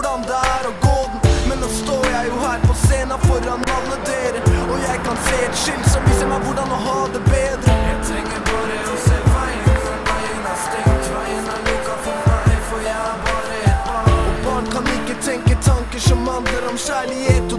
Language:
Norwegian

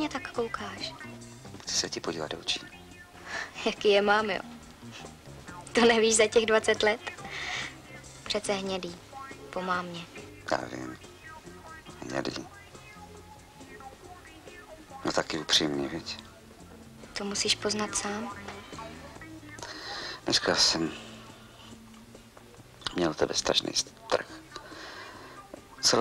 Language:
Czech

